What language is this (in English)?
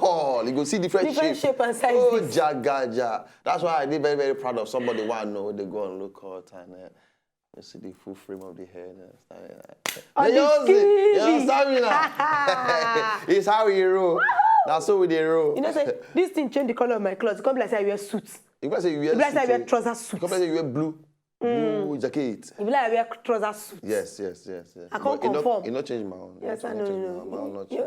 Nigerian Pidgin